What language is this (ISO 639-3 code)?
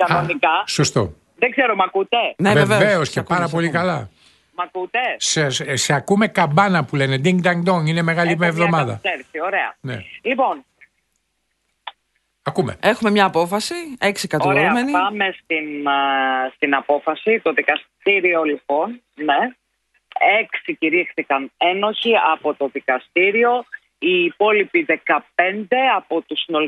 ell